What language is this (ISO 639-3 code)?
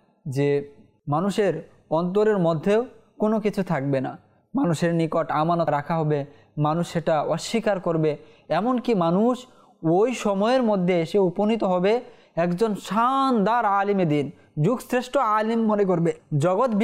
ben